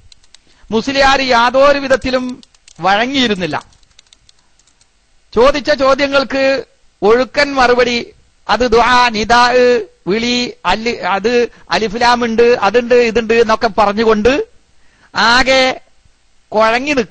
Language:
Malayalam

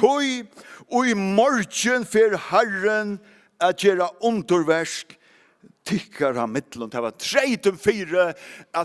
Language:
Faroese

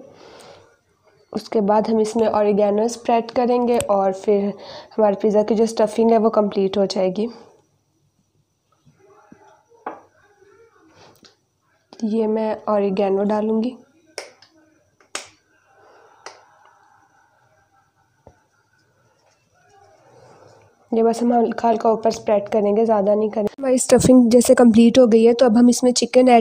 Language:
Hindi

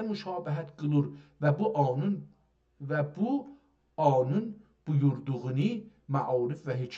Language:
South Azerbaijani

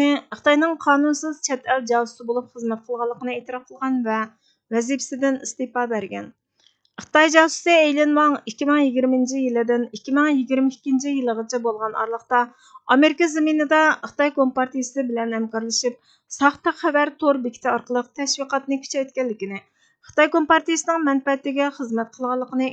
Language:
Uyghur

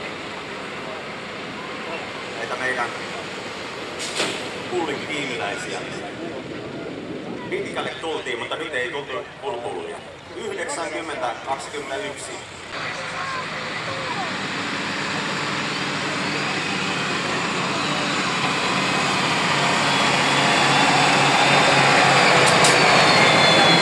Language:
Finnish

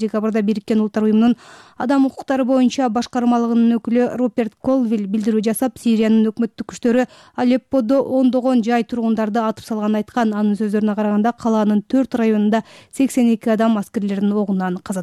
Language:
Kyrgyz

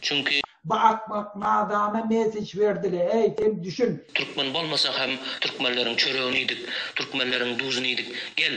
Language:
Turkmen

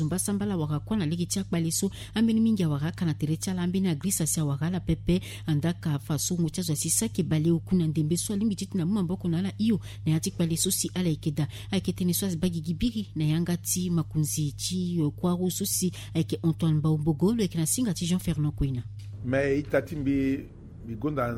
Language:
Sango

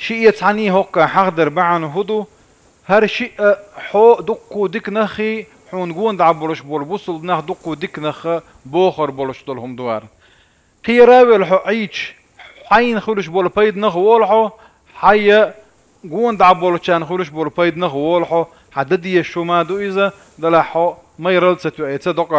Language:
Chechen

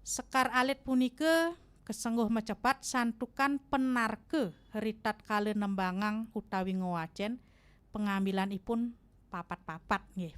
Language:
Balinese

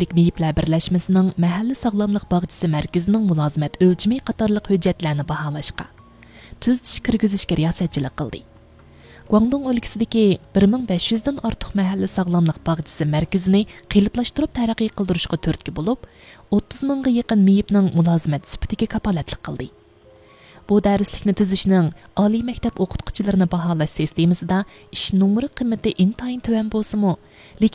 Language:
Uyghur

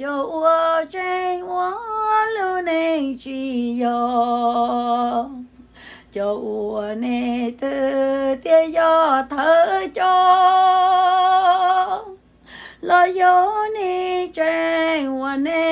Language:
Hmong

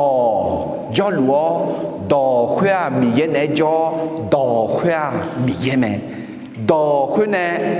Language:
Akha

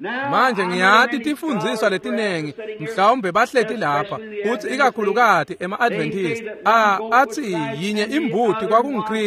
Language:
Swati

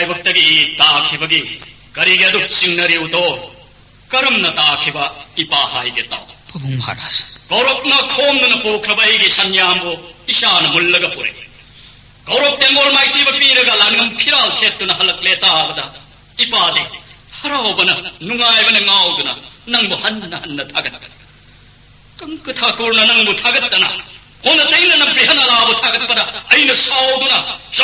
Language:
Manipuri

